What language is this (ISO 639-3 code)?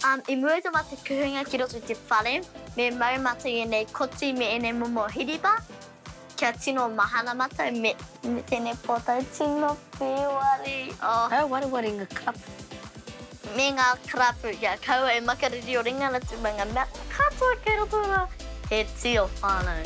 mri